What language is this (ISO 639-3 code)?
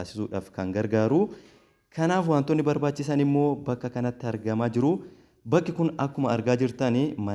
orm